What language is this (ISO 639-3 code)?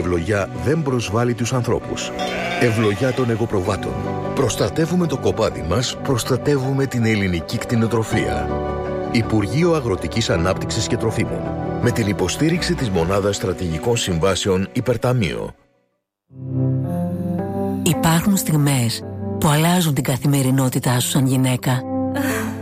ell